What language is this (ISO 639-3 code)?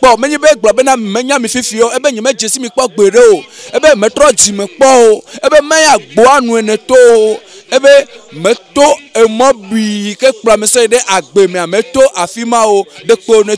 ewe